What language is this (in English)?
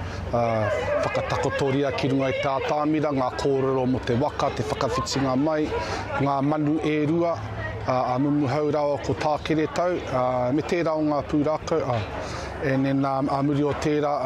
Māori